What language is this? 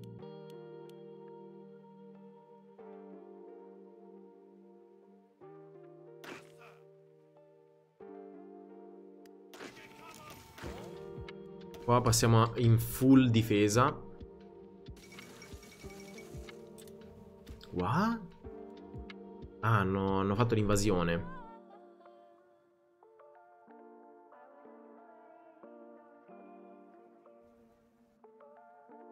Italian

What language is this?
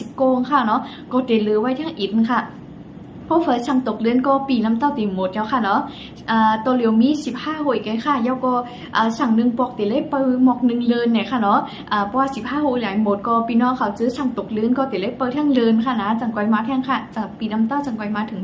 Shan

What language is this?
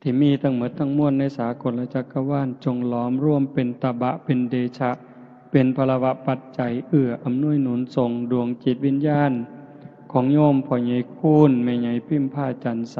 Northeastern Thai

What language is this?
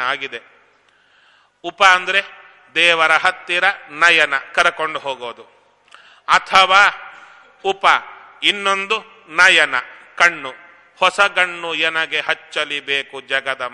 Kannada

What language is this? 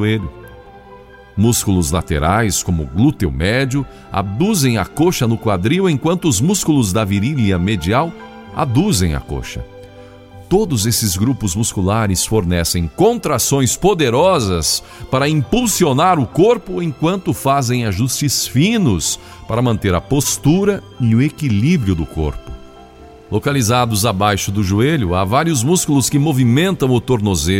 Portuguese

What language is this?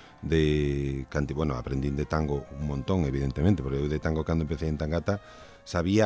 Galician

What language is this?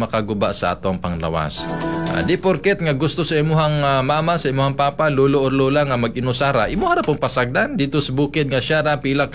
Cebuano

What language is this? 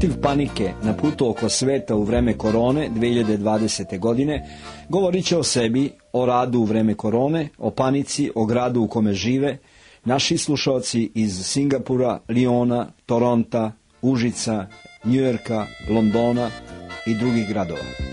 Serbian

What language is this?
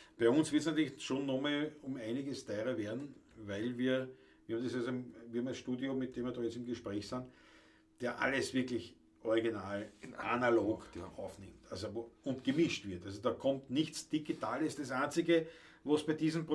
Bavarian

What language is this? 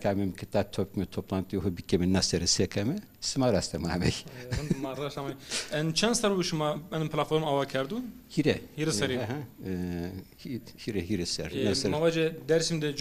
Zaza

